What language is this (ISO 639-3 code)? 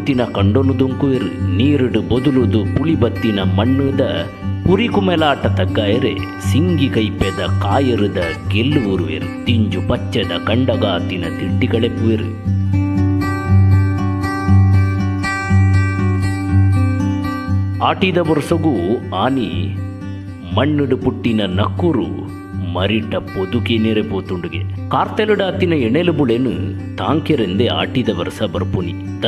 tcy